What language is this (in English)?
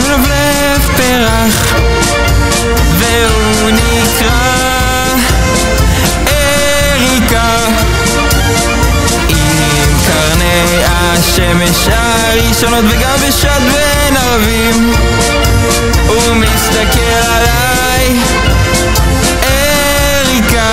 Hebrew